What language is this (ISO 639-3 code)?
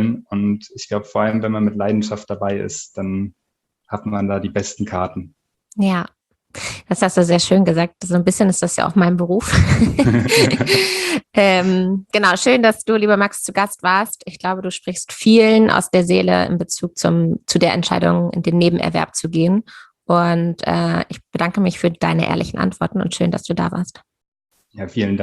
deu